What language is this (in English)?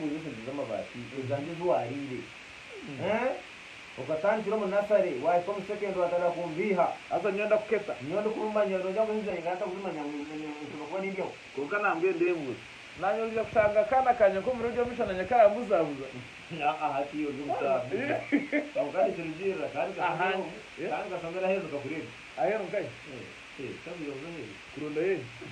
Nyankole